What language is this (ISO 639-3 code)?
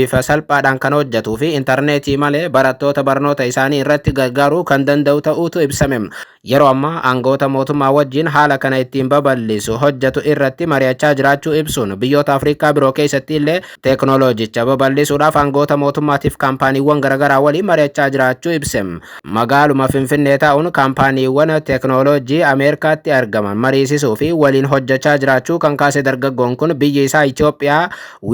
orm